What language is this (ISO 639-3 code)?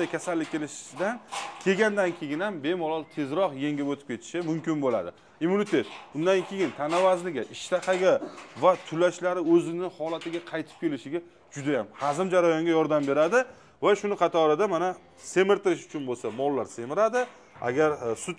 uzb